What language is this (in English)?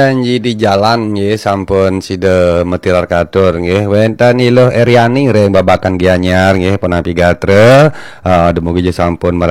Balinese